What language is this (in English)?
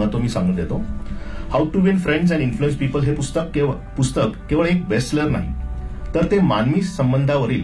Marathi